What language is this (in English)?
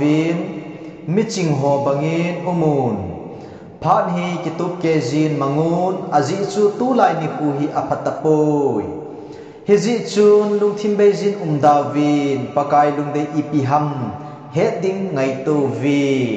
Thado Chin